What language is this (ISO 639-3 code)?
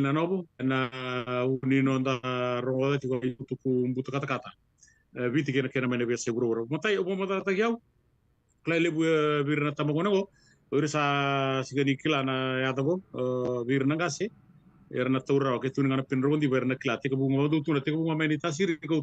fij